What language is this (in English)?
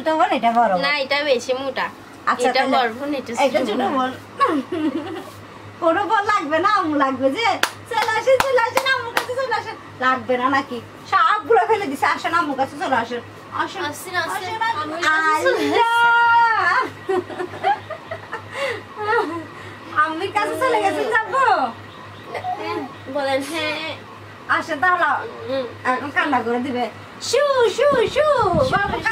Bangla